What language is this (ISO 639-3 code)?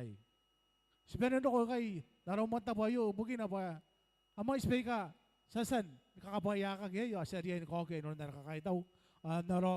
gil